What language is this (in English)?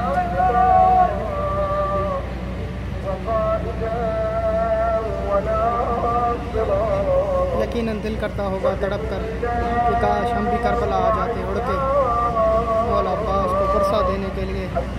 Urdu